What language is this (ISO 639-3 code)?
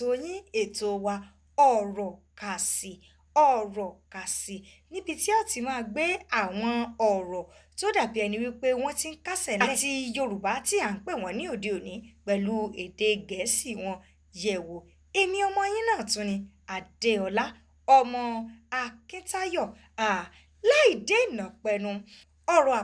yor